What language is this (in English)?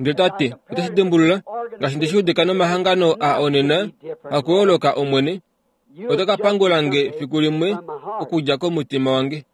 Kuanyama